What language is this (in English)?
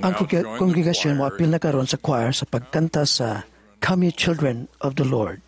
Cebuano